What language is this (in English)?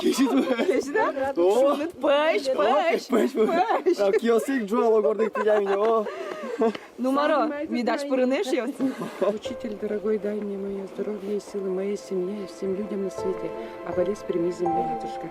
Udmurt